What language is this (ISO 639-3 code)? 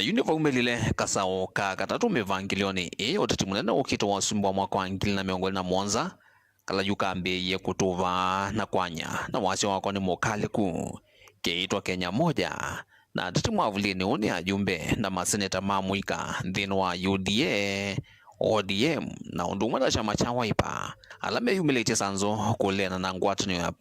kam